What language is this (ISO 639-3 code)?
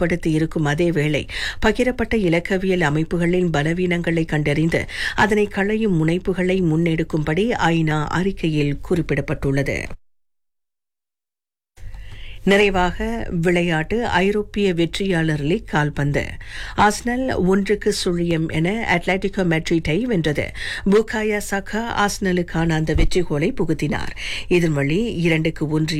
tam